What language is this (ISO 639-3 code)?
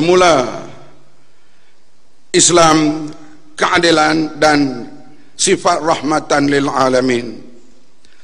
msa